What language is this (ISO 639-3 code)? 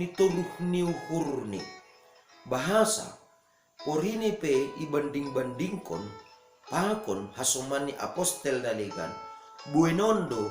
bts